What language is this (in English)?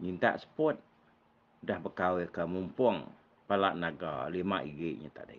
Iban